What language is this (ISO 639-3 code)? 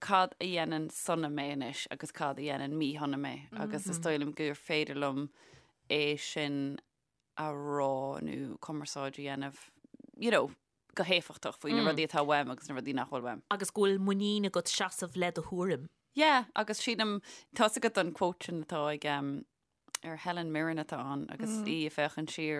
gle